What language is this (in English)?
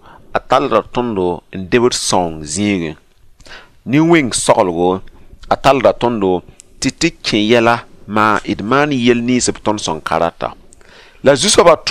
Mossi